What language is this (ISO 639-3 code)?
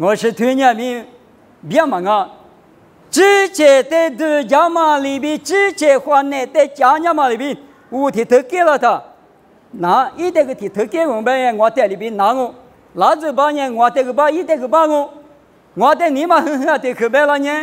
lis